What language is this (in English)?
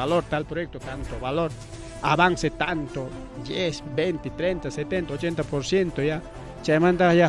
Ayacucho Quechua